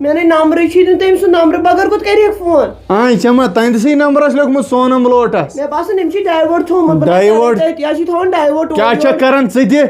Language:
Kashmiri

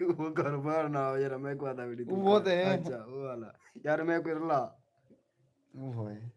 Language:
Saraiki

